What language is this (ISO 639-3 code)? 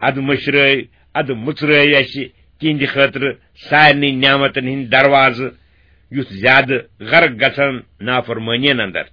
kas